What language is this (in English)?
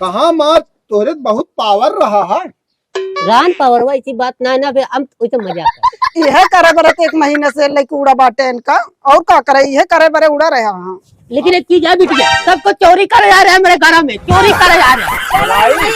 Awadhi